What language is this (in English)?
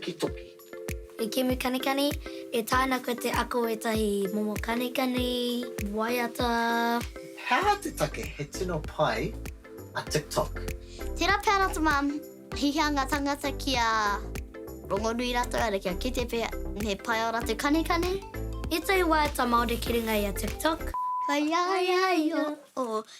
Māori